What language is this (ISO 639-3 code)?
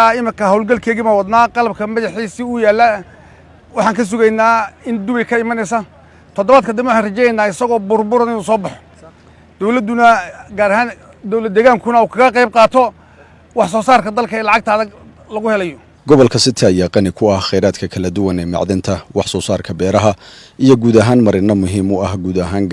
som